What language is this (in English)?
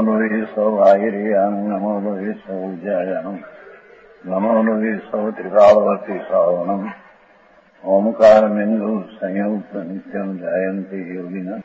Gujarati